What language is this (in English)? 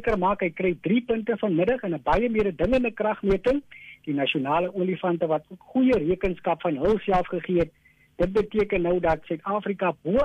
Afrikaans